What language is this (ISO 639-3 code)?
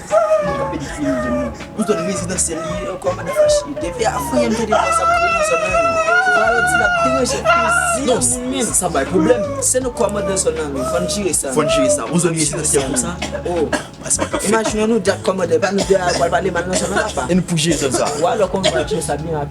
hat